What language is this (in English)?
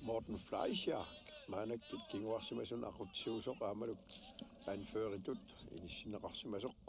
Kalaallisut